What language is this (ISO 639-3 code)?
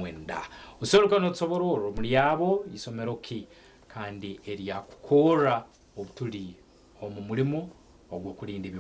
nyn